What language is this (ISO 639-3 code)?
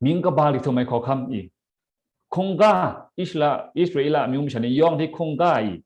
kac